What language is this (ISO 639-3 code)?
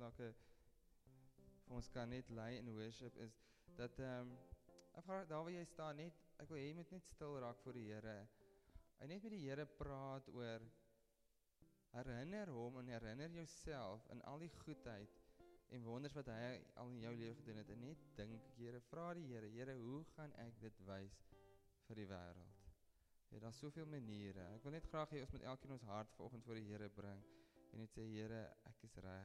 afr